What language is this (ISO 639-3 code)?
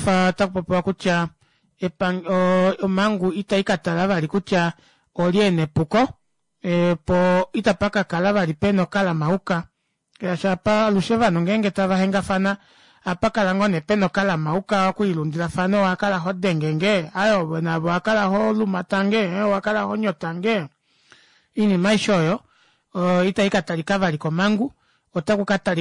kua